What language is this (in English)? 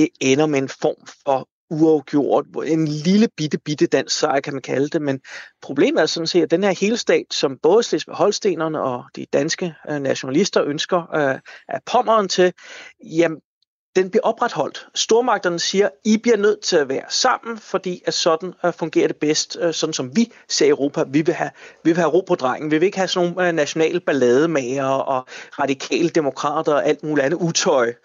Danish